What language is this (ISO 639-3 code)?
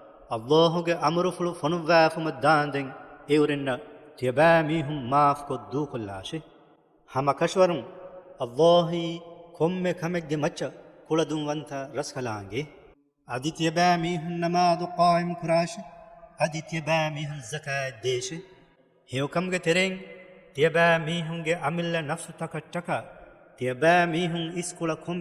div